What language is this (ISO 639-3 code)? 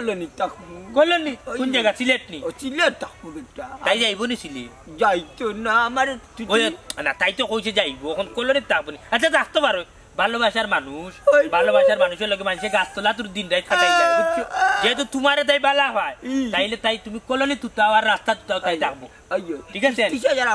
syl